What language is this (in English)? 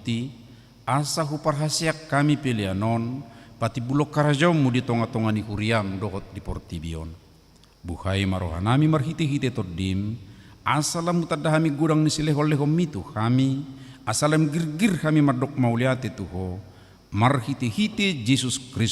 Batak Toba